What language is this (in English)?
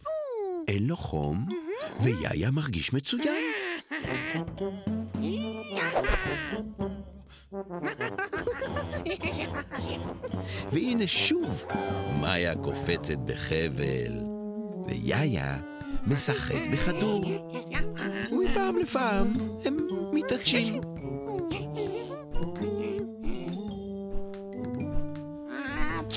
Hebrew